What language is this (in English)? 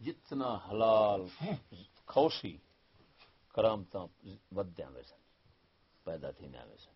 Saraiki